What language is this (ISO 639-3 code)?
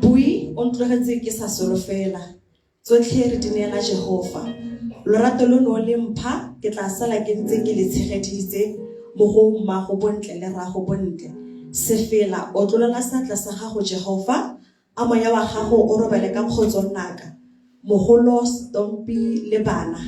tsn